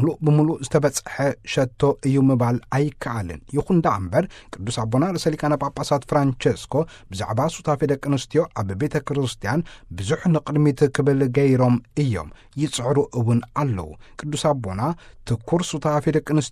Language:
Tigrinya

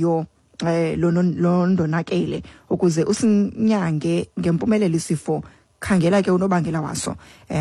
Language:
Xhosa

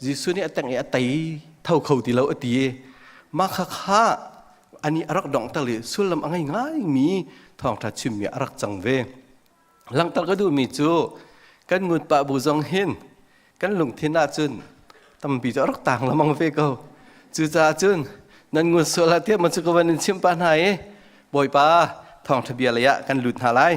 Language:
Hakha Chin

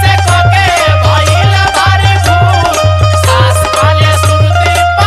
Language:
Bhojpuri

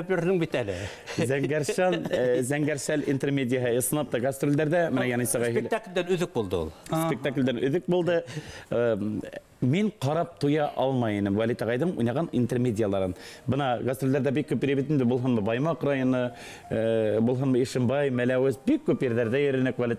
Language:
Bashkir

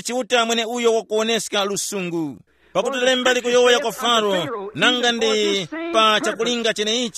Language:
Tumbuka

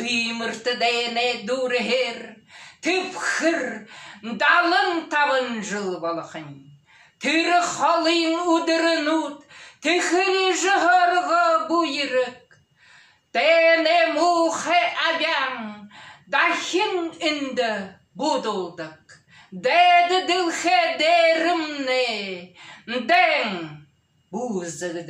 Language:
Buriat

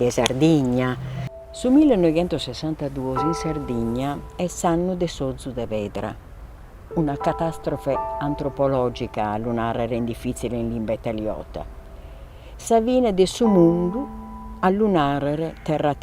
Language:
Sardinian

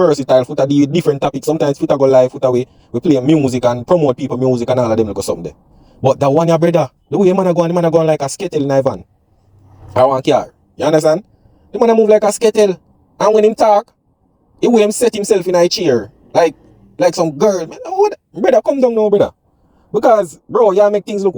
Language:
Jamaican Creole English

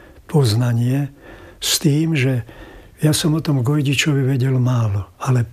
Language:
Slovak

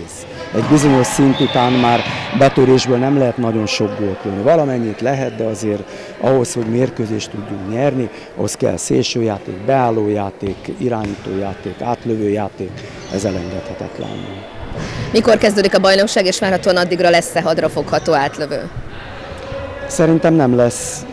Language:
Hungarian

